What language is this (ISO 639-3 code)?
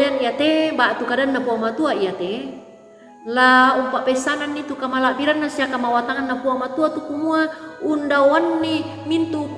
sda